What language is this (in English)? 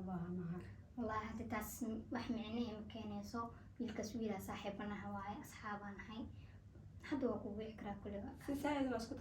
Somali